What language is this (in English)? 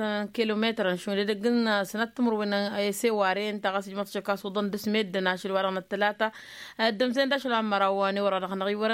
Tamasheq